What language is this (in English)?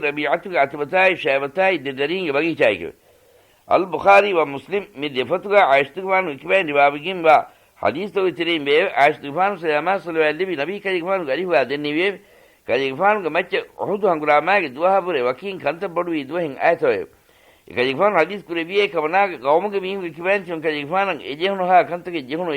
Divehi